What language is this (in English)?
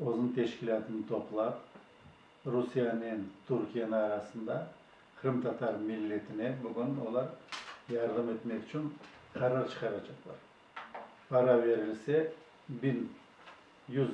Crimean Tatar